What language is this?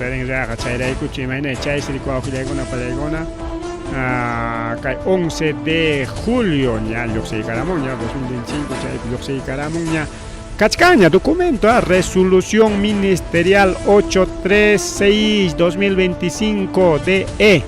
Ayacucho Quechua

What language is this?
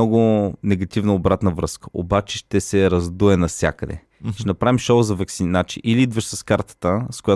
Bulgarian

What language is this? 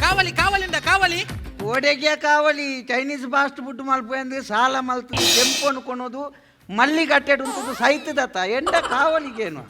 Tulu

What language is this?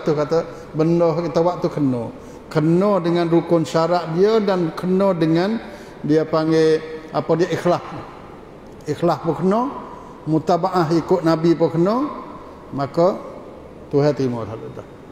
Pattani Malay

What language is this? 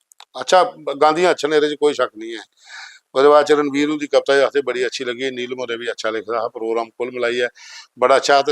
Dogri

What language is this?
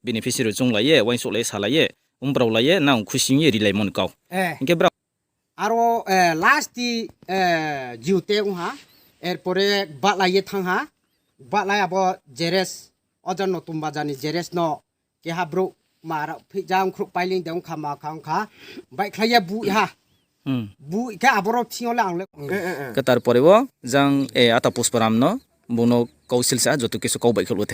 Riang (India)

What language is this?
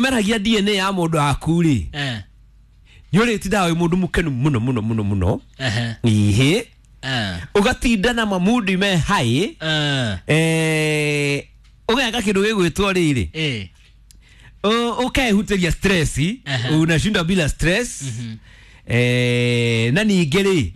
Kikuyu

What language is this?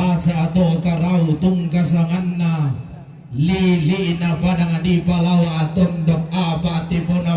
Toraja-Sa'dan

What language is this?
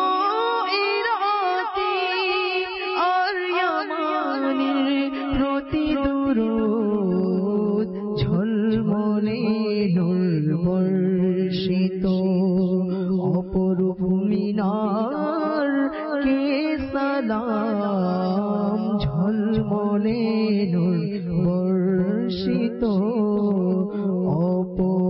Bangla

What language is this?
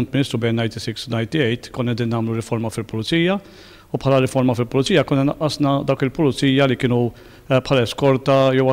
Maltese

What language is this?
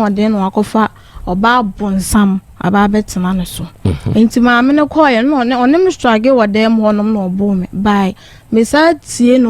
Akan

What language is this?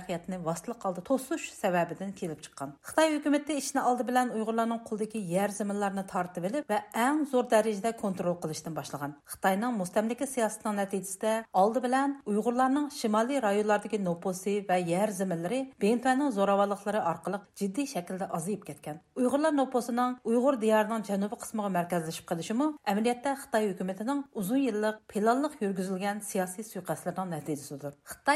Uyghur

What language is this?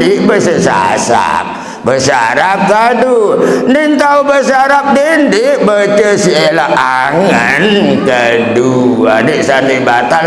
Sasak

